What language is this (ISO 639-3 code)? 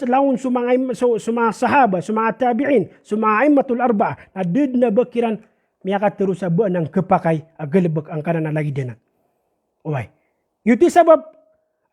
mrw